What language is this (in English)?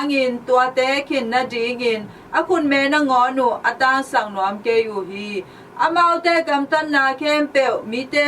Tedim Chin